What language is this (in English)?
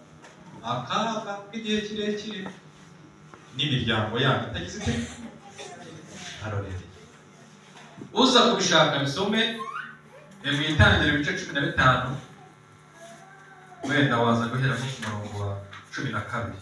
Kinyarwanda